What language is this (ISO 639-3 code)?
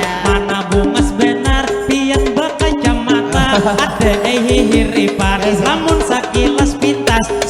bjn